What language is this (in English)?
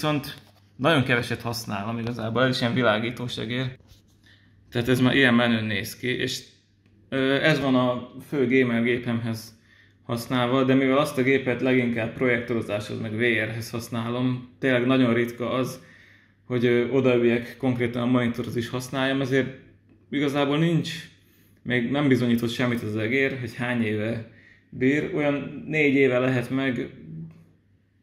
Hungarian